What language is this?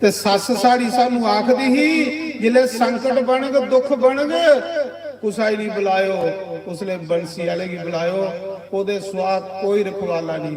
Dogri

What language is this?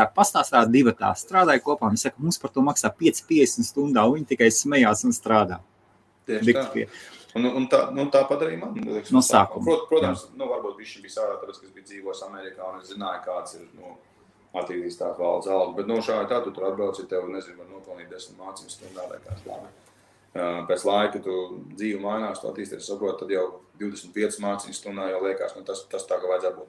Latvian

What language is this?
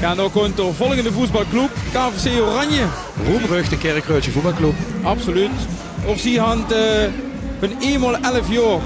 Limburgish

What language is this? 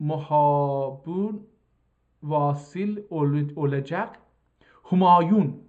South Azerbaijani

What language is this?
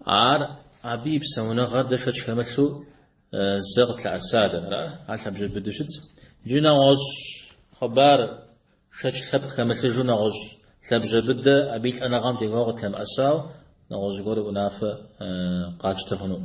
Kabardian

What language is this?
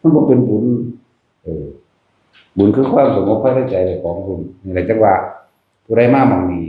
Northeastern Thai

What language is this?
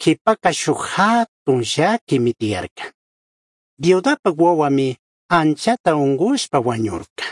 Chimborazo Highland Quichua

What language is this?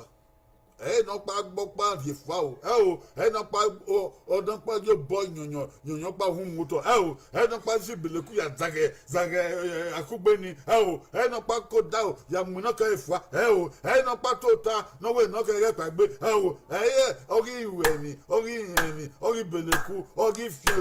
Bini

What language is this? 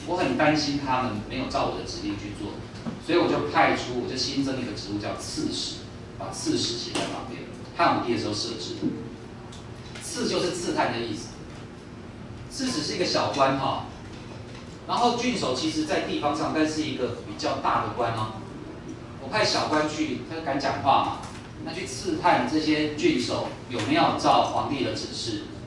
Chinese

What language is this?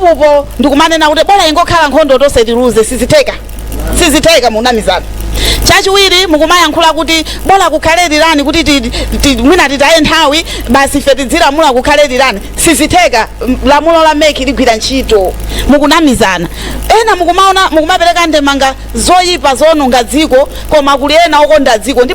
Nyanja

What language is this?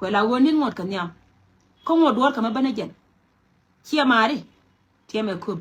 Nuer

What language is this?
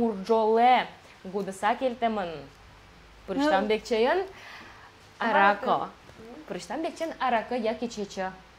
Udmurt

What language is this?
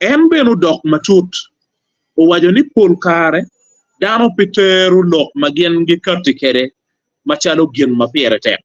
Acoli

